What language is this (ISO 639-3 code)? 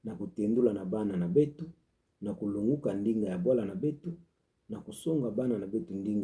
ktu